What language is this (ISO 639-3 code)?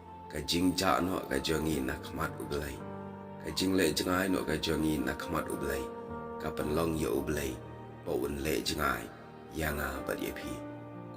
kha